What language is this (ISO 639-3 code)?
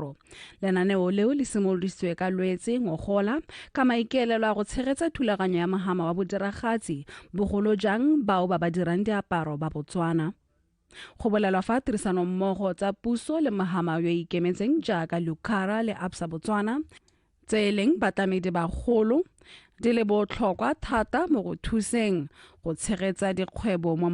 tsn